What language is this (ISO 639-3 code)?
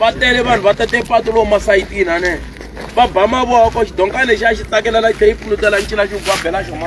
tso